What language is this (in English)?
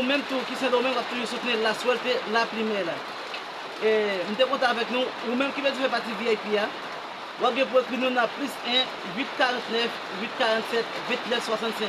Haitian Creole